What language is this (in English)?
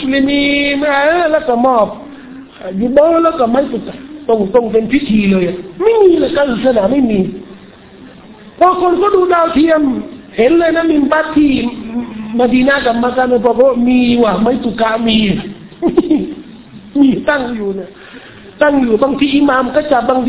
Thai